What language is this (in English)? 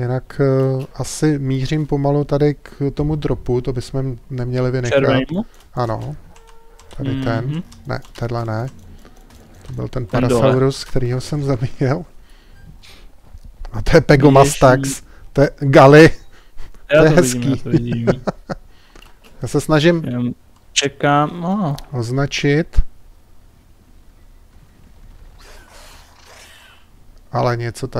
Czech